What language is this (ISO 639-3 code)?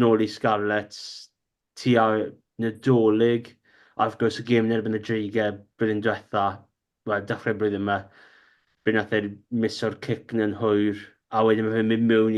cym